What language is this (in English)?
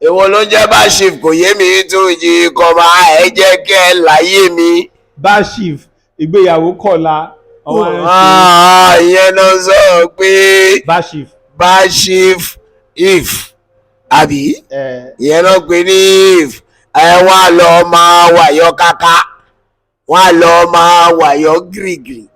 Yoruba